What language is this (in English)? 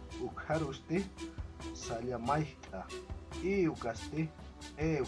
Aymara